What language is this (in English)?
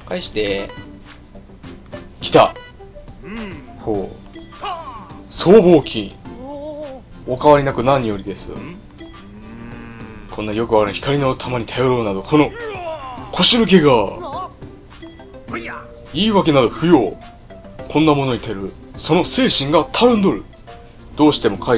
Japanese